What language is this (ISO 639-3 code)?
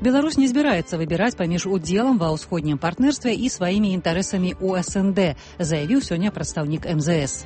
bel